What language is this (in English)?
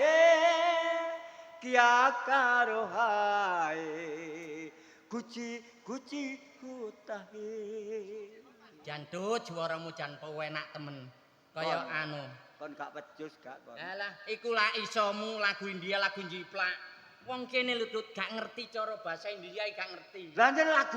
Javanese